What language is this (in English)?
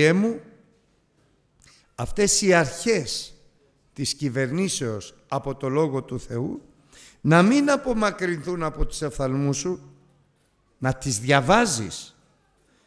Greek